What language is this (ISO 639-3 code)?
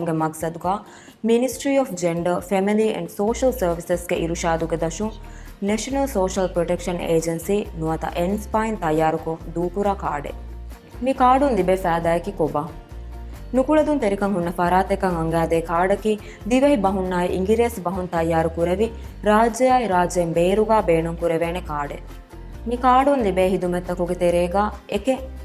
div